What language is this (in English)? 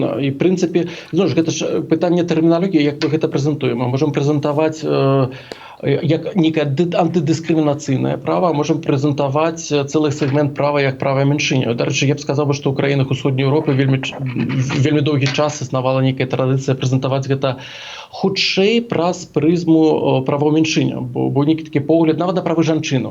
Belarusian